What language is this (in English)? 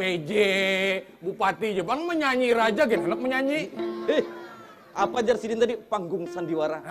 Banjar